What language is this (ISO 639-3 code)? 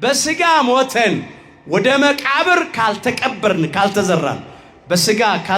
amh